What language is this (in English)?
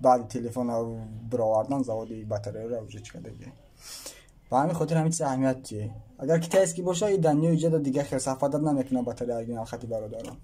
Tajik